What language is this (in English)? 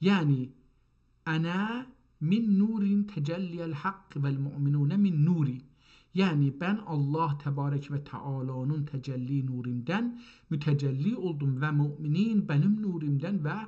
South Azerbaijani